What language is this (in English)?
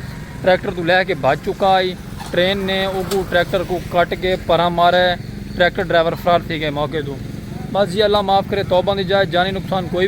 Saraiki